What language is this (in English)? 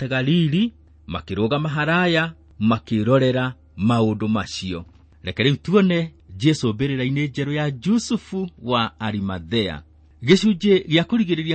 Kikuyu